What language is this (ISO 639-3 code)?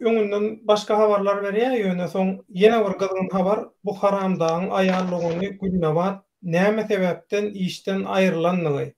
tuk